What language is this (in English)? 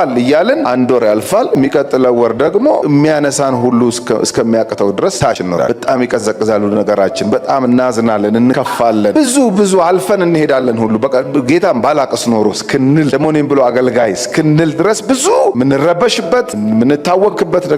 Amharic